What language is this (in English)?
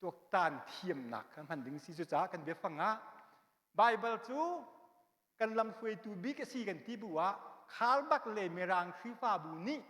Hakha Chin